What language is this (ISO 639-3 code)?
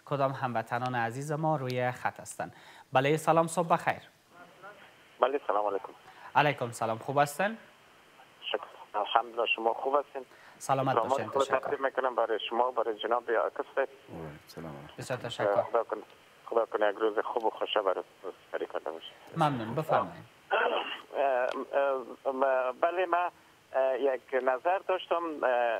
fas